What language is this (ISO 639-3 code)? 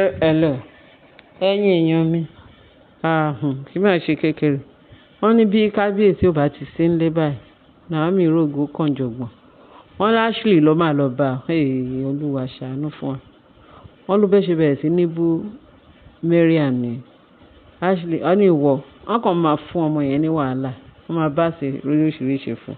yor